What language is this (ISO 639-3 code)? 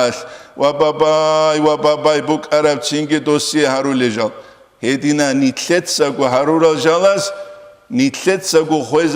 ava